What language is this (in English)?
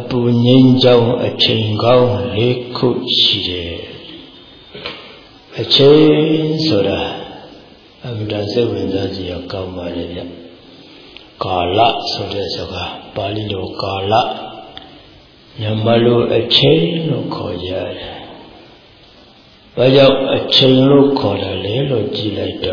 Burmese